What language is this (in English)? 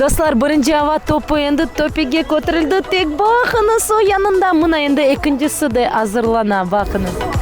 Crimean Tatar